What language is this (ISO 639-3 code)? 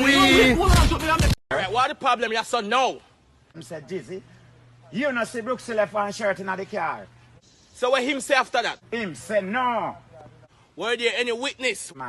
jam